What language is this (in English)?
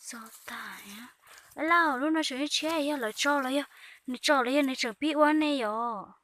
Hmong